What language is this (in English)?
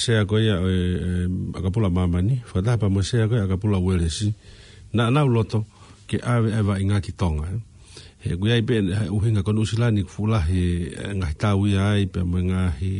Tongan